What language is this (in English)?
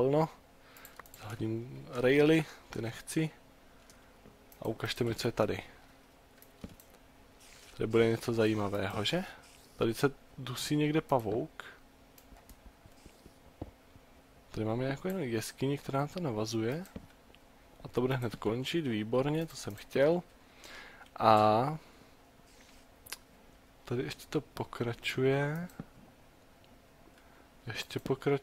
Czech